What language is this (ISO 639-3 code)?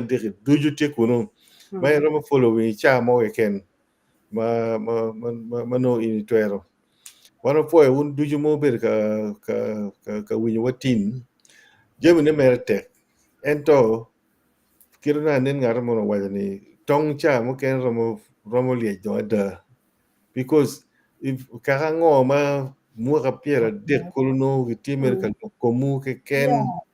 ach